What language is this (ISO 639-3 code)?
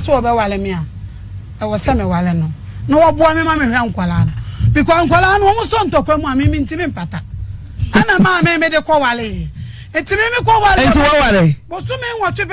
aka